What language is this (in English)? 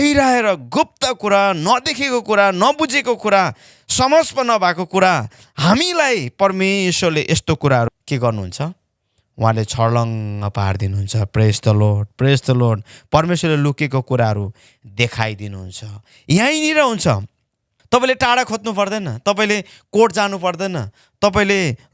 Nepali